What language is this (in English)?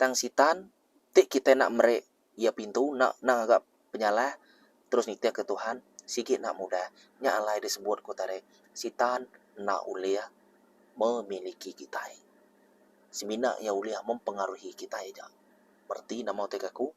Iban